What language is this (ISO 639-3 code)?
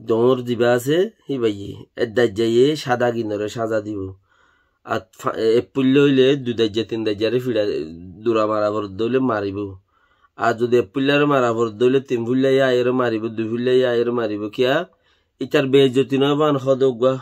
rhg